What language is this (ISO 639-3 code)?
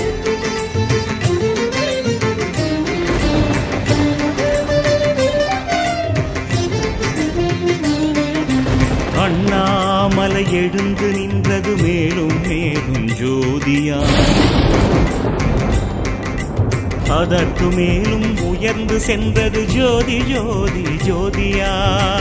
tam